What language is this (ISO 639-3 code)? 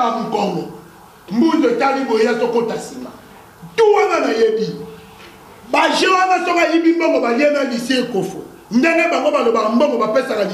lin